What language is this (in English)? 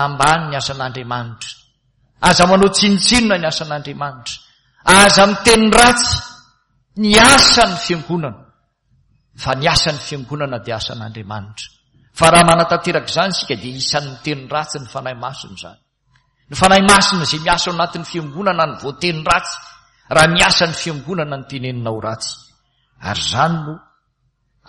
Malagasy